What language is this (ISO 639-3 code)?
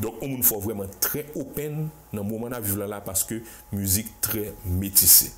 hat